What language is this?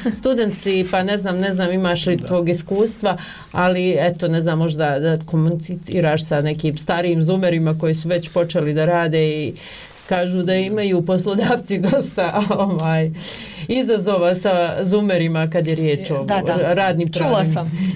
Bosnian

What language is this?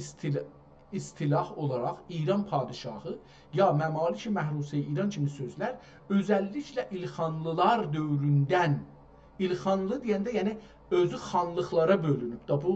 South Azerbaijani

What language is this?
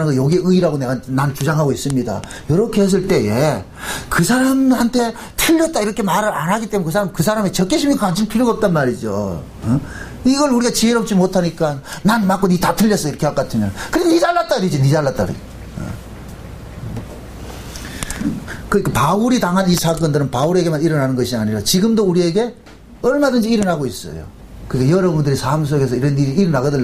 Korean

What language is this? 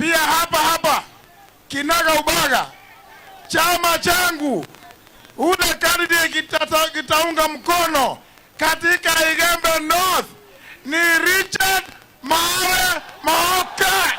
Swahili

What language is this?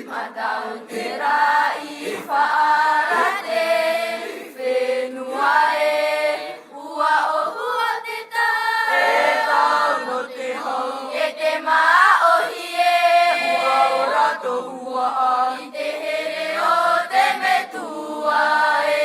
Tahitian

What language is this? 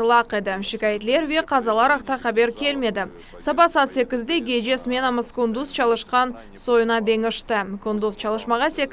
Crimean Tatar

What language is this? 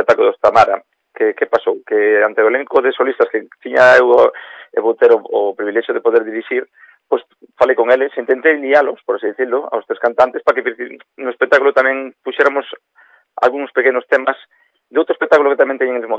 Galician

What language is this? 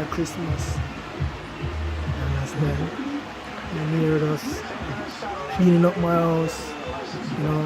Jamaican Creole English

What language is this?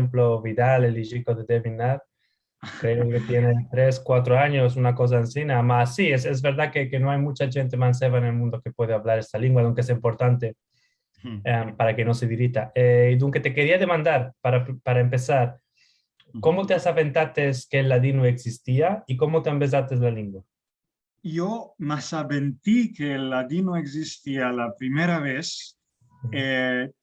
Ladino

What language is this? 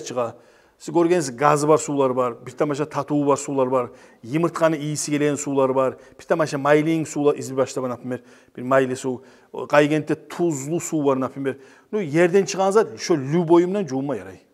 Kumyk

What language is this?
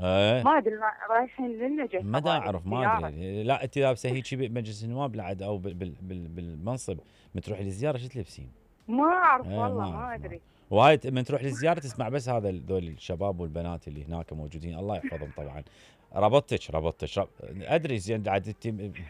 Mesopotamian Arabic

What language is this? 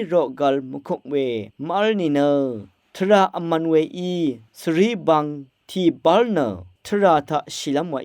Rawang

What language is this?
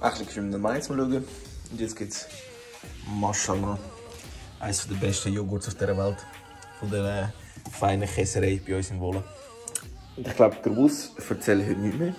Swiss German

